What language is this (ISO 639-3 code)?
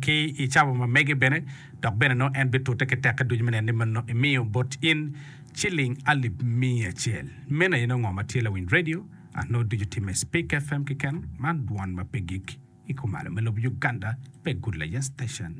ach